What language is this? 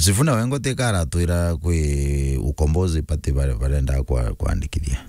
Meru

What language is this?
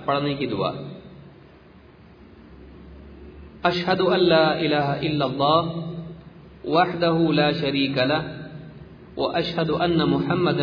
Urdu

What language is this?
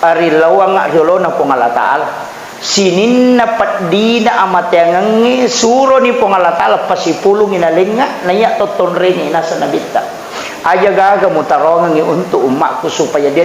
Buginese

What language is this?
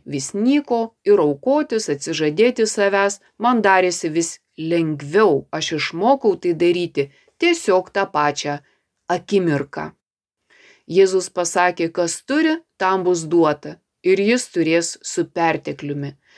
Lithuanian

